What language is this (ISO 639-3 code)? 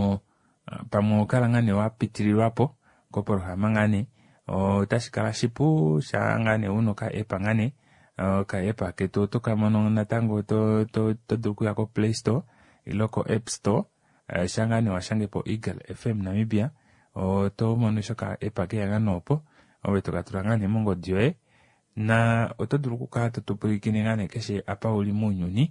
kua